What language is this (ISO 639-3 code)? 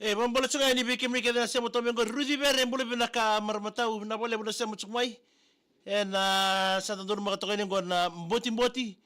fij